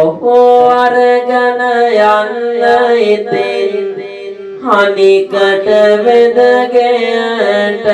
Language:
Sinhala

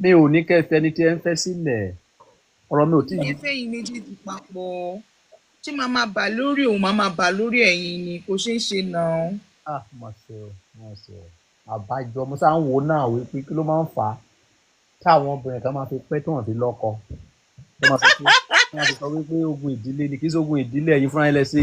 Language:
Yoruba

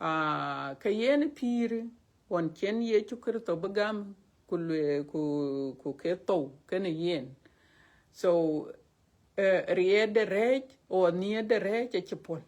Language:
Dinka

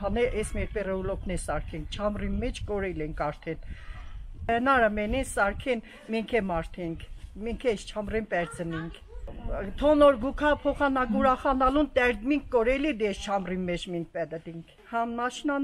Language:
Armenian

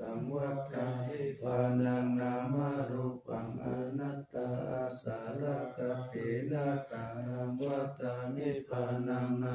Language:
Pali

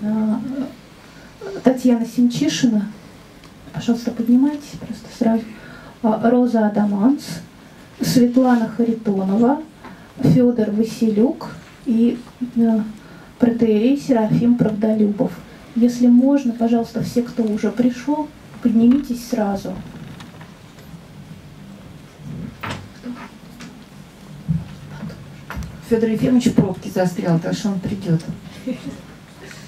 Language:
Russian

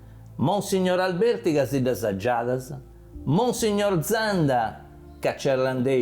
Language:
Sardinian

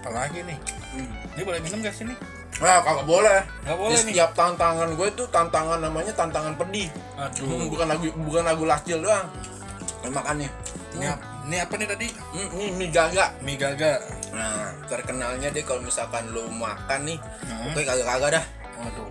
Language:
Betawi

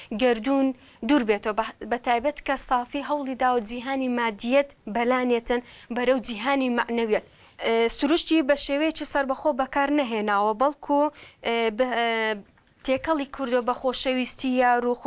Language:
Central Kurdish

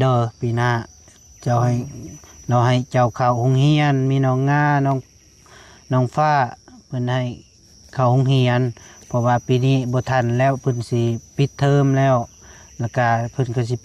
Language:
Lao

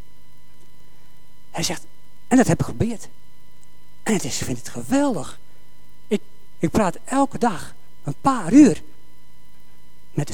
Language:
Dutch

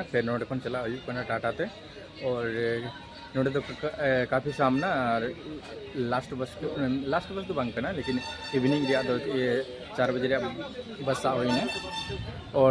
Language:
Santali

